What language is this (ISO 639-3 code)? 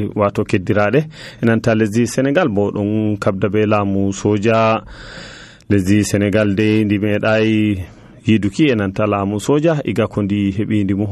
fuv